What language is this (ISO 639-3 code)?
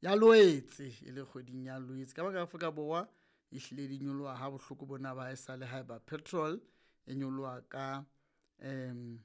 sot